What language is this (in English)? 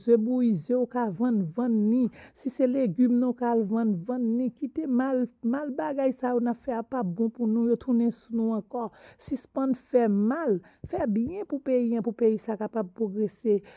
Haitian Creole